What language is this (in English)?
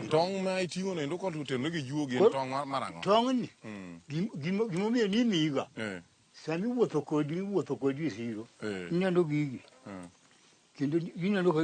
Luo (Kenya and Tanzania)